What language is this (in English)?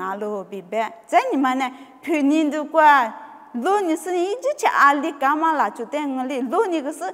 Lisu